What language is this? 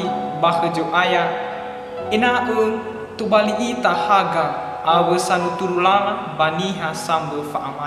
Nias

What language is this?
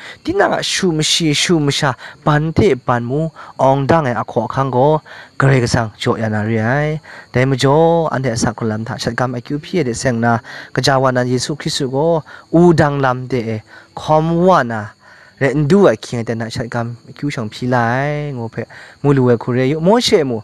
Kachin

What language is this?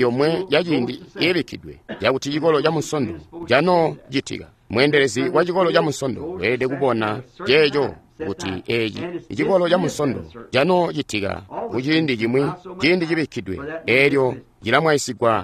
Tonga (Zambia)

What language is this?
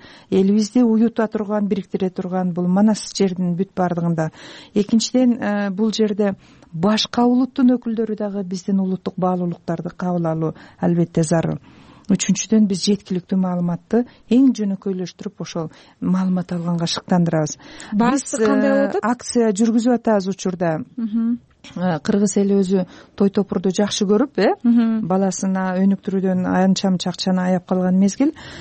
Kyrgyz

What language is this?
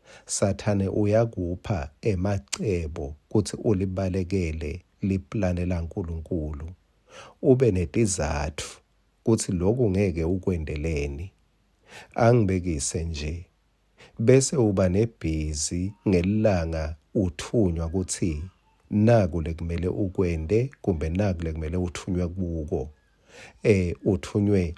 Swati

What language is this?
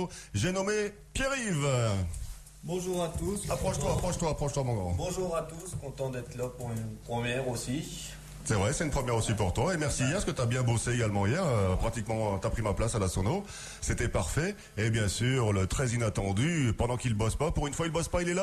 French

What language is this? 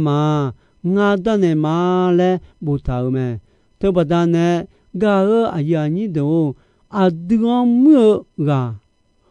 Akha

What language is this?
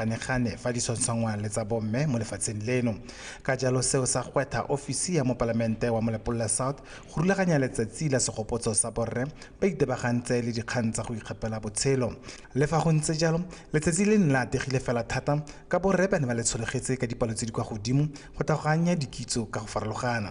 Tswana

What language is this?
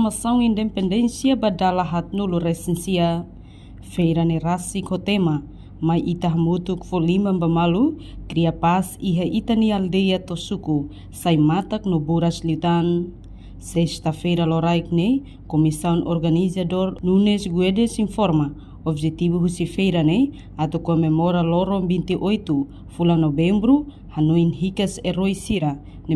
Tetum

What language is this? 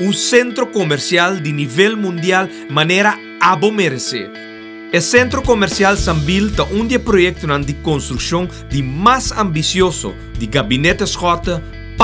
Papiamento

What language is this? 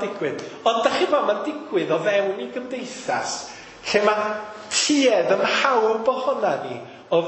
Welsh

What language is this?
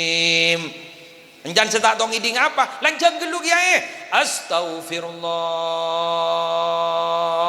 Madurese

